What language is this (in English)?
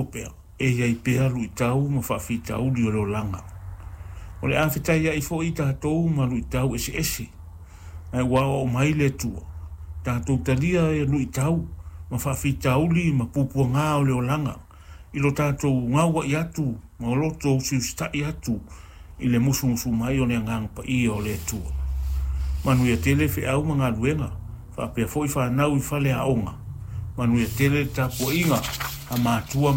Samoan